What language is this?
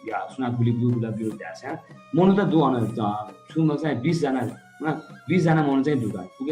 Newari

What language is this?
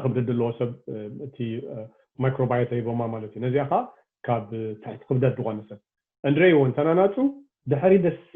Tigrinya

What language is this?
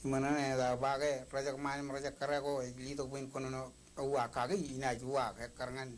Marshallese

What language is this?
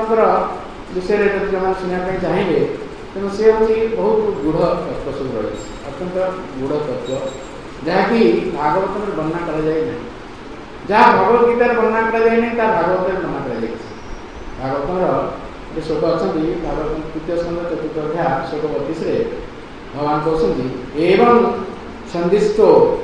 Odia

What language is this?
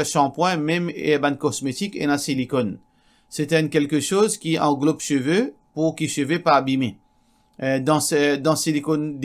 Morisyen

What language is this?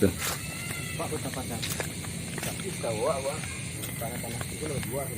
Minangkabau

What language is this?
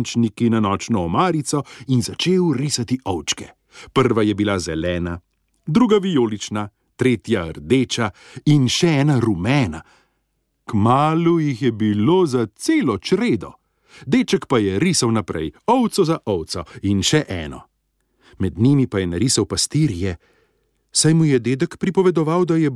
Slovenian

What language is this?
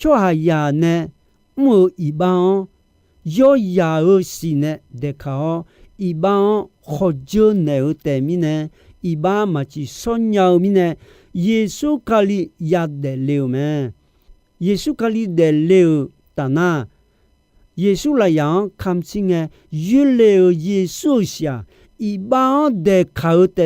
Akha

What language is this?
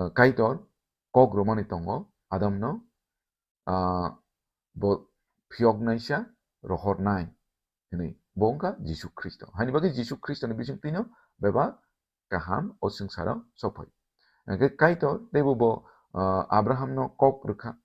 Kok Borok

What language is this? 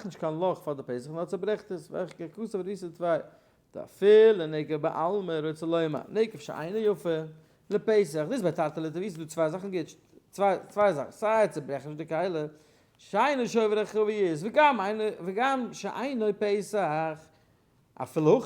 Yiddish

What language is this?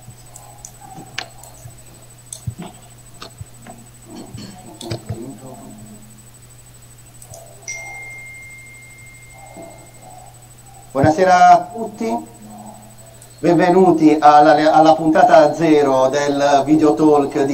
Italian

